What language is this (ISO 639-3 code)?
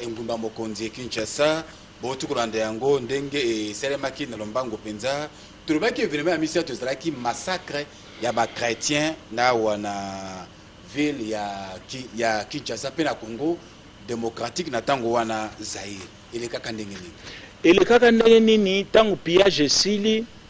lin